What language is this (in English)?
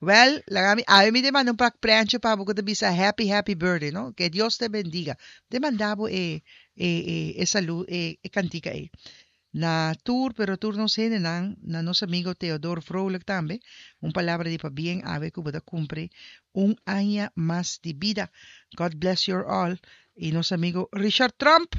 Papiamento